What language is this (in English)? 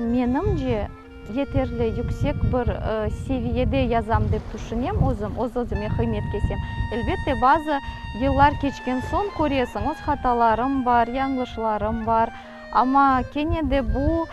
Crimean Tatar